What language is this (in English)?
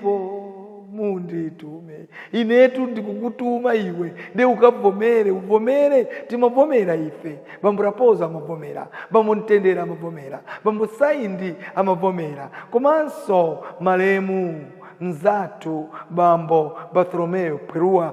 Nyanja